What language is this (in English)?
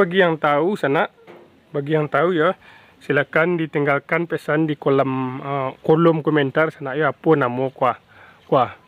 Minangkabau